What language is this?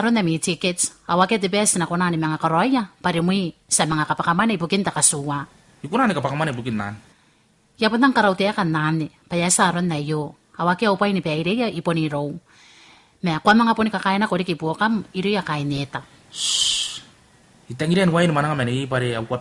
Gilbertese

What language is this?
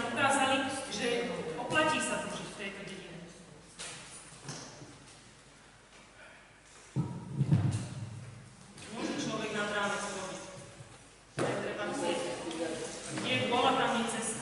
Slovak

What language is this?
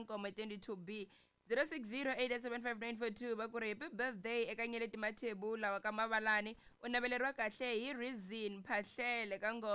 Tsonga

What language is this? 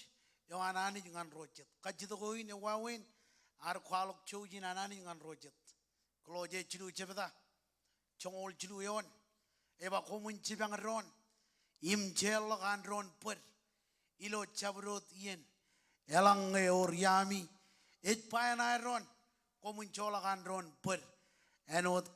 Marshallese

